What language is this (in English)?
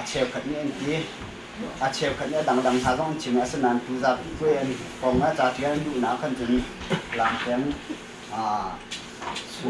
Hakha Chin